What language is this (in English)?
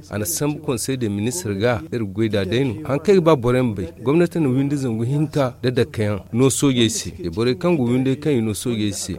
Zarma